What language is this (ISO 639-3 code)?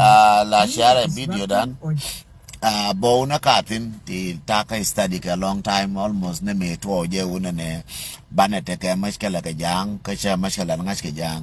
nus